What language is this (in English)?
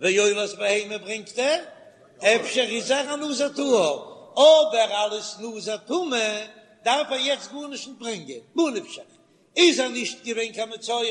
Yiddish